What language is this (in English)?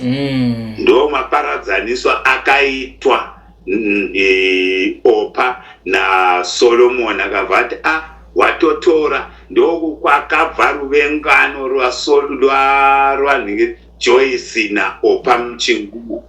Shona